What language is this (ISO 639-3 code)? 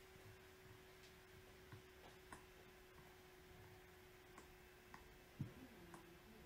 vie